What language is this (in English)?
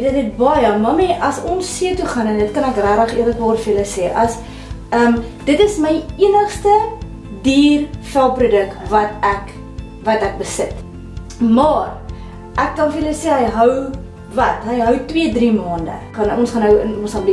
Afrikaans